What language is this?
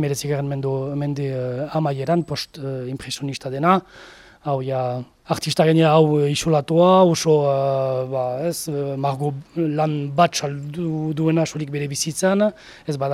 Basque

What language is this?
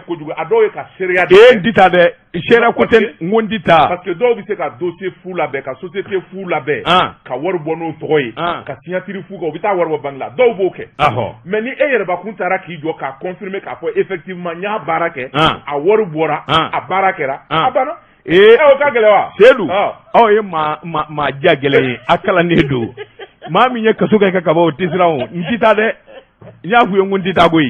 Bambara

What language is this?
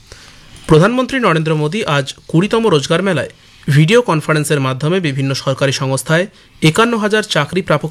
Bangla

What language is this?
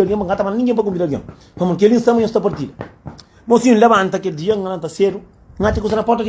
Kabuverdianu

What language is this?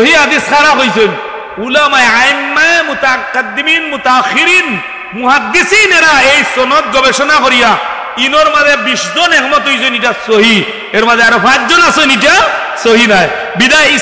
Sylheti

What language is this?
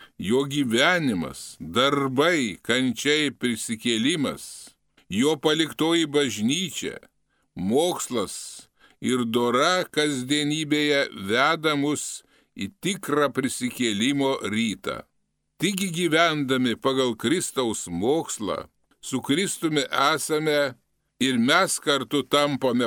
Lithuanian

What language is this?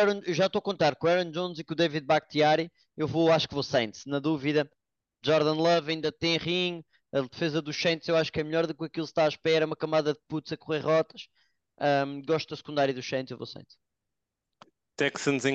Portuguese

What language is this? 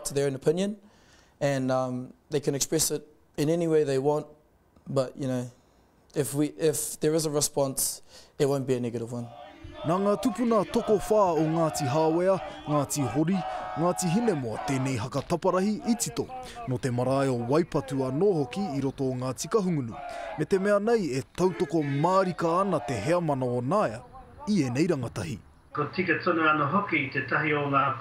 Māori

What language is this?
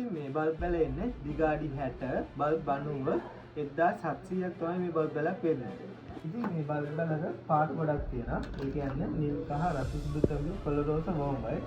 Sinhala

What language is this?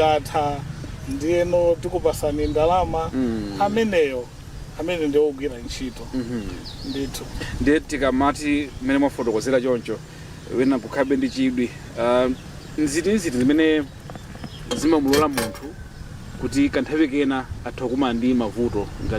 Nyanja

